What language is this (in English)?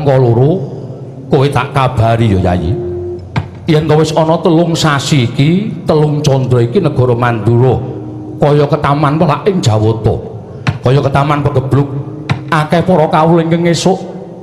Javanese